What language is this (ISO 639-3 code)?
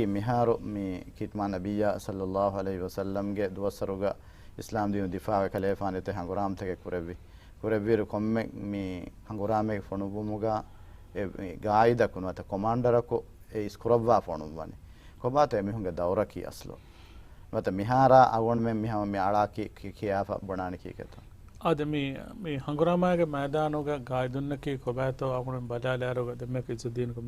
div